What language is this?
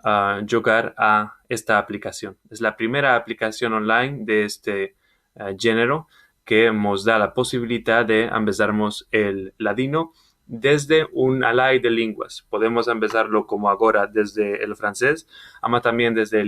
Ladino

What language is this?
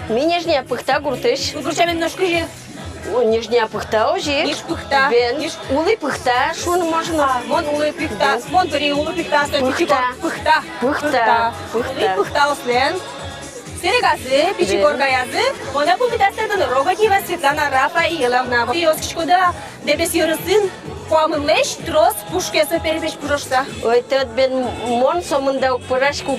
Udmurt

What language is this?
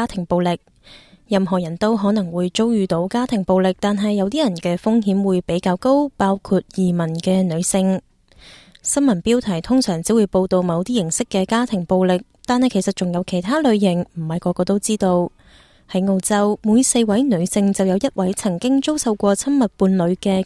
Cantonese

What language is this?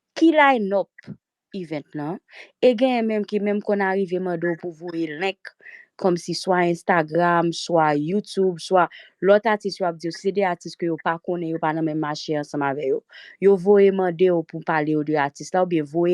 Haitian Creole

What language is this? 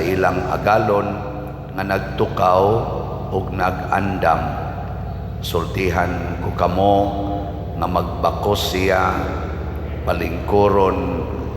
Cebuano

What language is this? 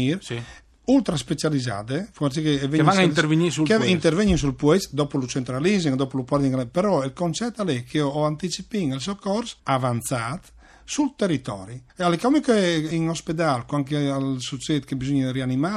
Friulian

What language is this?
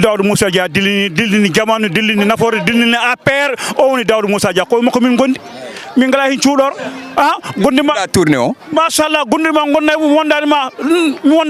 Fula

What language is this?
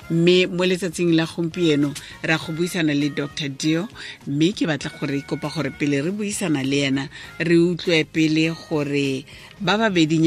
Tswana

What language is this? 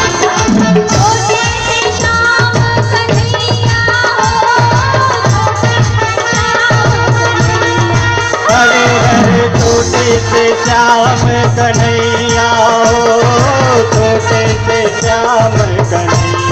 Chhattisgarhi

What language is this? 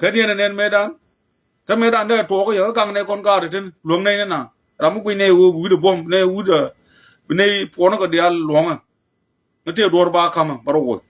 Nuer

